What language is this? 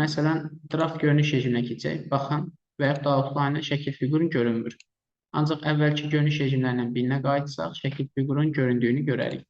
Azerbaijani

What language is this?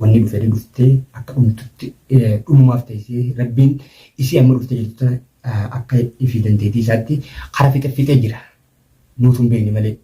Oromo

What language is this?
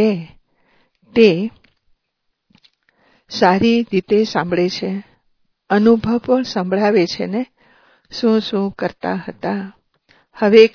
Gujarati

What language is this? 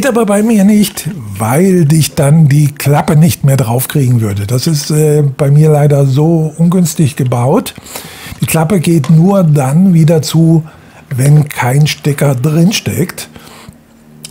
German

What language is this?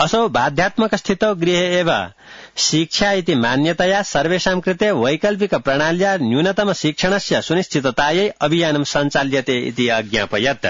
Sanskrit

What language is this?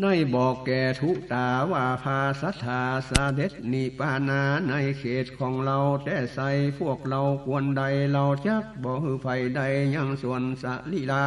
Northern Thai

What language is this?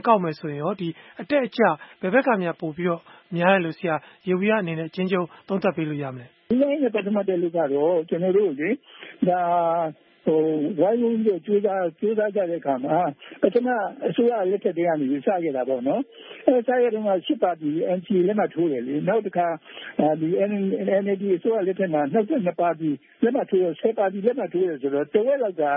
Burmese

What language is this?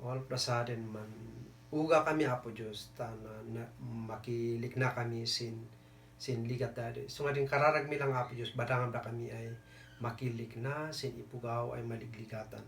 Kankanaey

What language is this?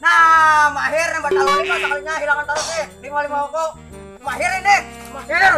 Banjar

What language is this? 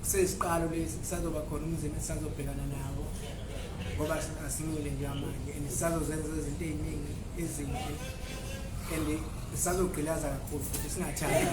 Zulu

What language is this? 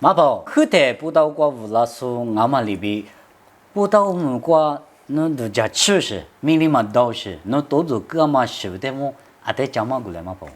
Lisu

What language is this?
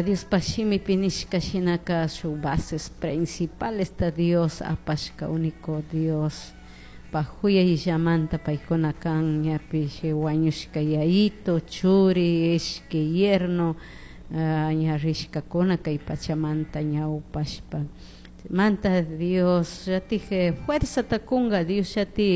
Chimborazo Highland Quichua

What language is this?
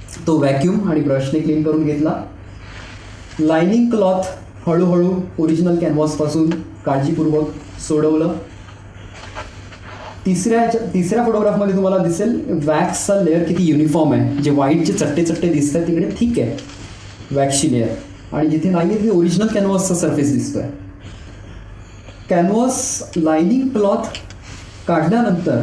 Marathi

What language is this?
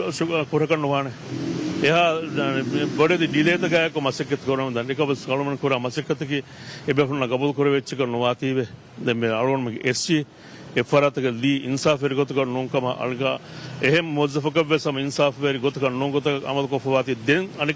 Divehi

